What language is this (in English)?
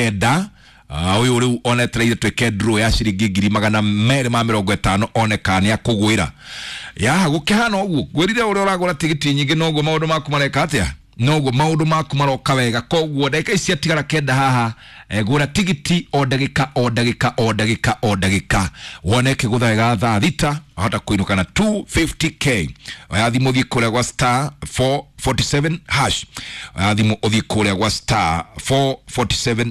Kikuyu